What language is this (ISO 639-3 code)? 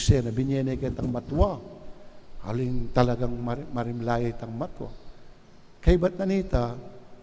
pam